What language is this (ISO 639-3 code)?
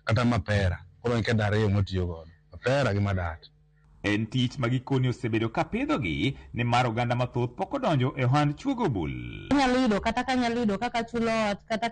luo